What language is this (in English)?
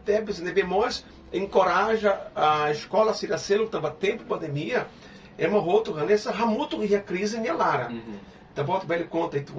Tetum